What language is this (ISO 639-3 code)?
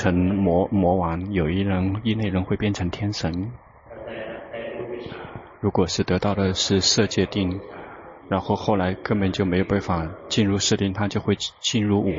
zho